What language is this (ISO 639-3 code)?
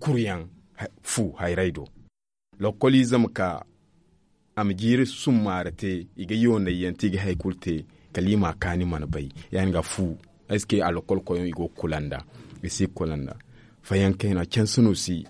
dje